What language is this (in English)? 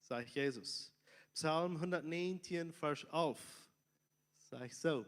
Plautdietsch